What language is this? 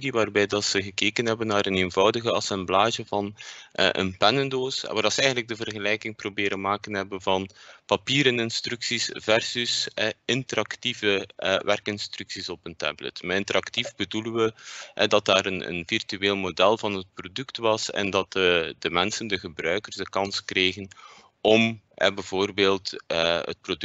Dutch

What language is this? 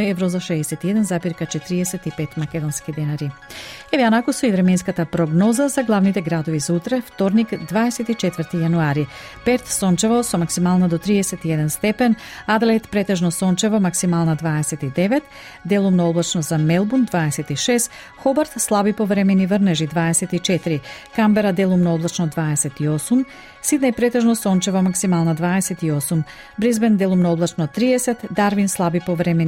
Macedonian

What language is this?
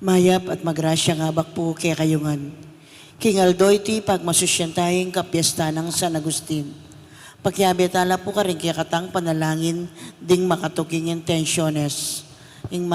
Pampanga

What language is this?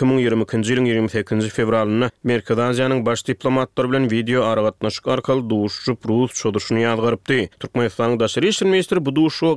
Turkmen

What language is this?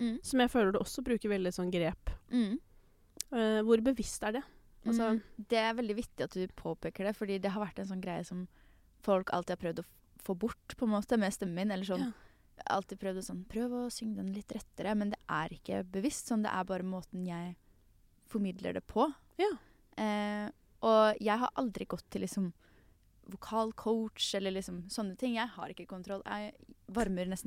Norwegian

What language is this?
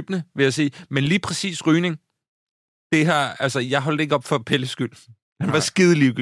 Danish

